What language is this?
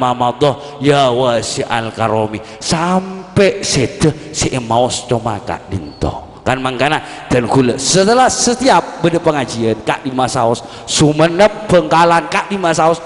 Madurese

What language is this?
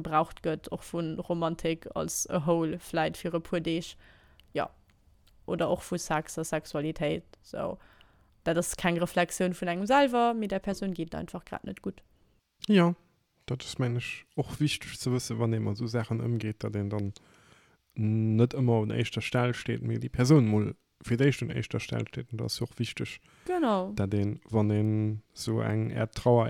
Luxembourgish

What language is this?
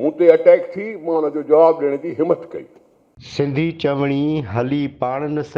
Sindhi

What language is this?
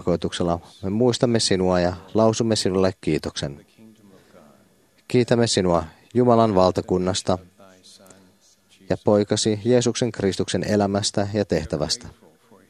Finnish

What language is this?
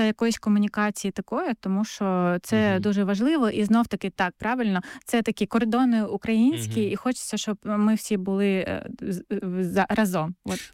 Ukrainian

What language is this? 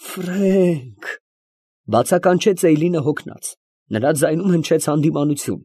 Armenian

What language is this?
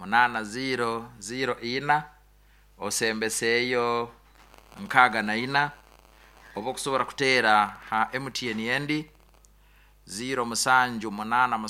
Nyoro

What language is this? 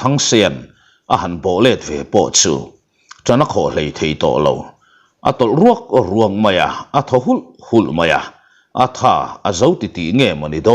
Mizo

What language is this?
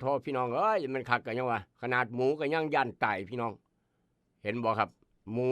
Northeastern Thai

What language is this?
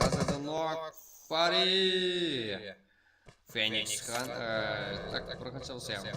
Kara-Kalpak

